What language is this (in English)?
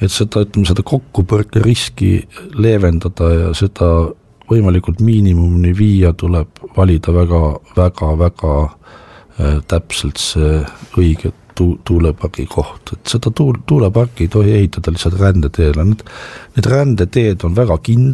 Estonian